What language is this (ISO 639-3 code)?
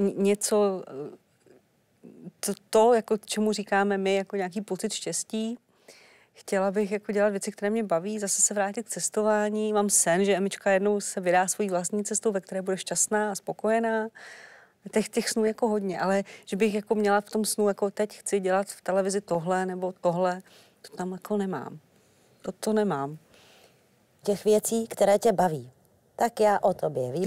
ces